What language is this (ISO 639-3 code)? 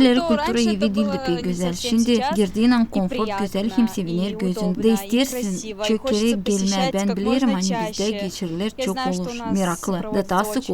gag